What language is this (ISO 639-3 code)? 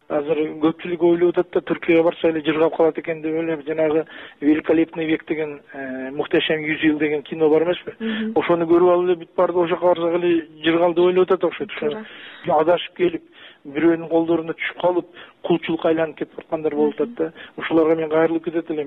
kir